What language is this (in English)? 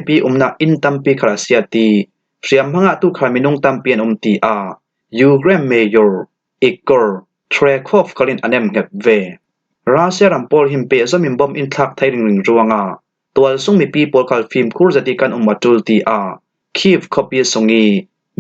Falam Chin